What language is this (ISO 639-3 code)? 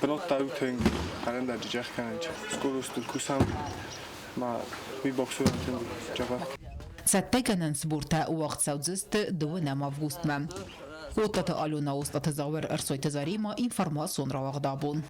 oss